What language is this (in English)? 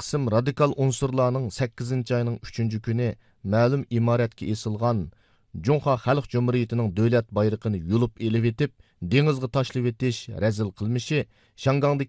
Uyghur